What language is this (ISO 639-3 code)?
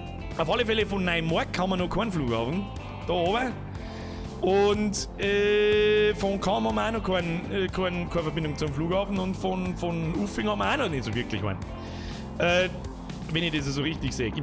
bar